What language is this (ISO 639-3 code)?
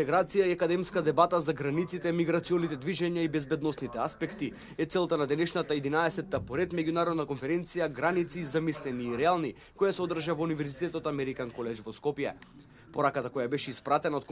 mkd